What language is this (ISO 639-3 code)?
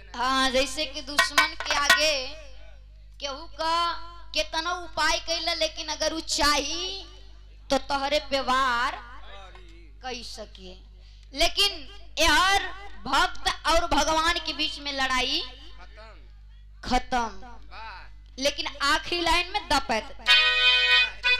bho